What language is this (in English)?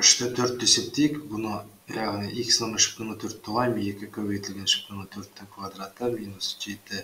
Kazakh